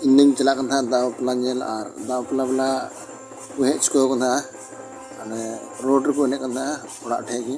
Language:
Santali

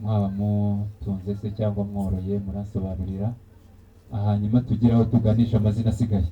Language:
Kinyarwanda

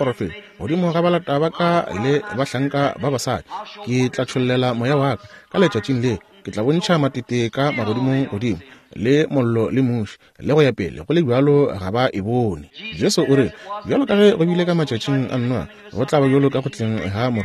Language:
Northern Sotho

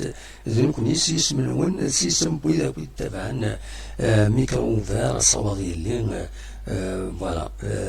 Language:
Kabyle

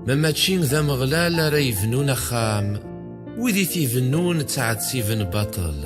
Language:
Kabyle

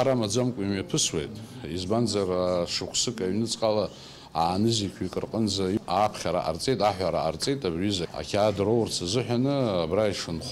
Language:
Abkhazian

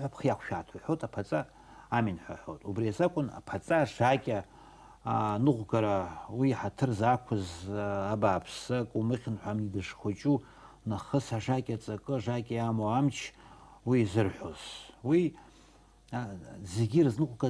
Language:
Abkhazian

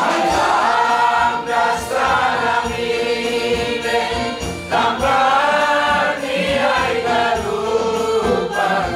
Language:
Batak Simalungun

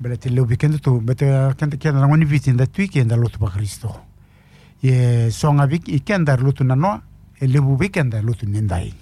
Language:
Fijian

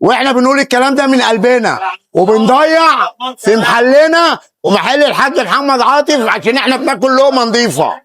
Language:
Egyptian Arabic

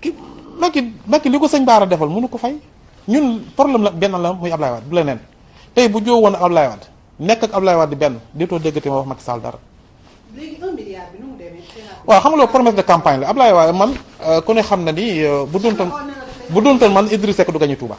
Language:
Wolof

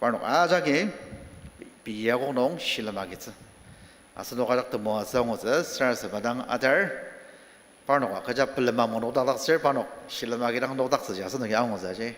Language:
Ao Naga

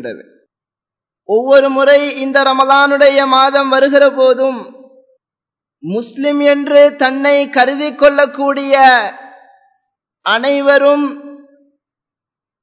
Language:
Tamil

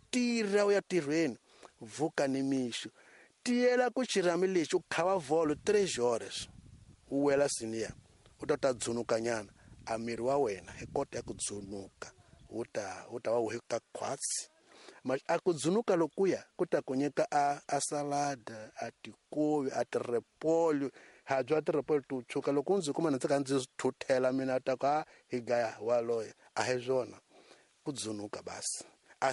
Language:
Tsonga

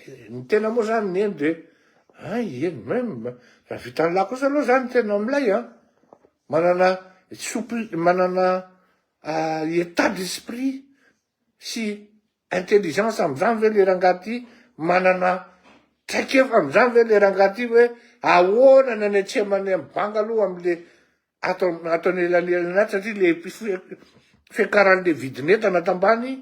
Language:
Malagasy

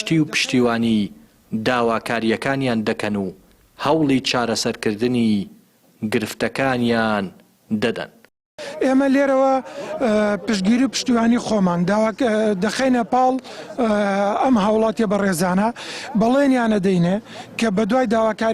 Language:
Central Kurdish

